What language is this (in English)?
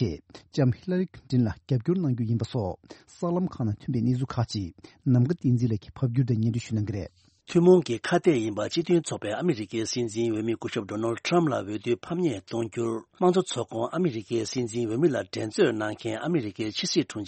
Tibetan